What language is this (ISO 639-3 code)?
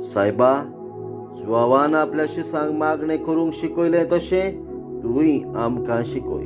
kok